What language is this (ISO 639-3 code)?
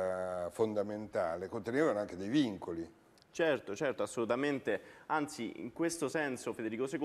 ita